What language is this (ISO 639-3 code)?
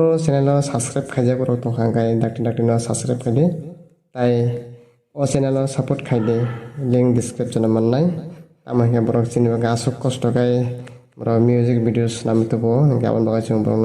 trp